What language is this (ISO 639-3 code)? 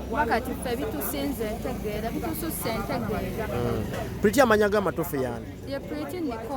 lug